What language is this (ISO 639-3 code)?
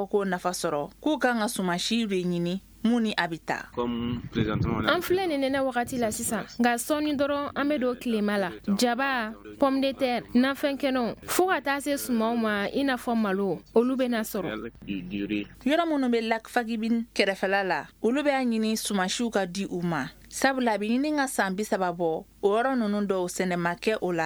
bam